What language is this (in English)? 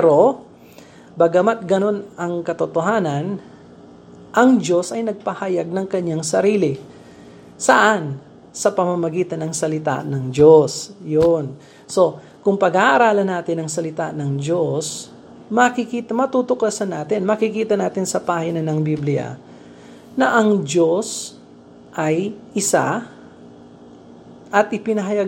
Filipino